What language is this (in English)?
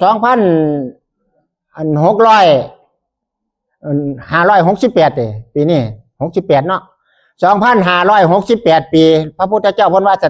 Northeastern Thai